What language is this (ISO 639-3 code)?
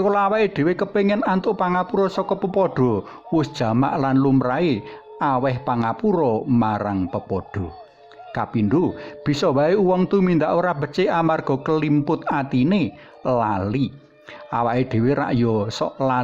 jav